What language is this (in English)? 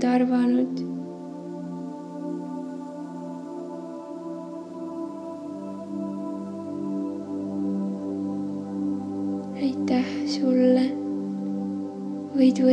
Estonian